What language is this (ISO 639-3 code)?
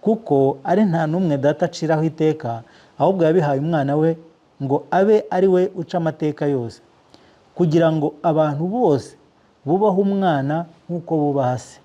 kin